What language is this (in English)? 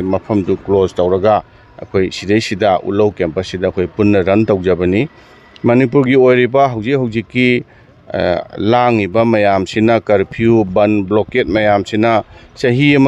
Manipuri